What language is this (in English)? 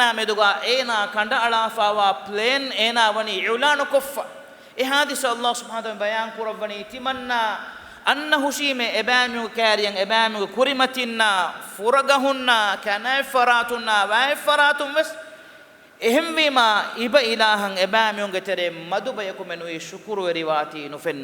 Divehi